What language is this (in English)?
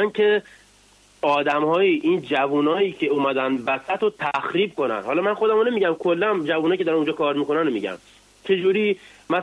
Persian